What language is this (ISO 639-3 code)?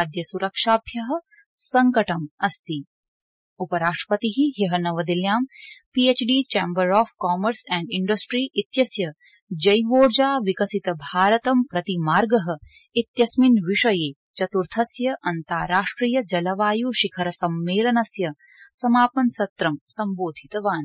san